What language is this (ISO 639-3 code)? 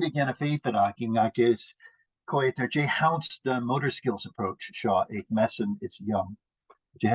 gla